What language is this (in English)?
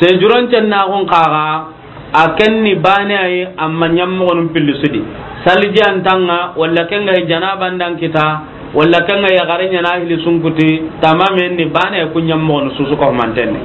Soninke